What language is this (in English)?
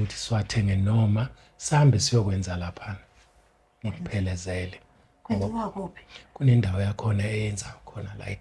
Zulu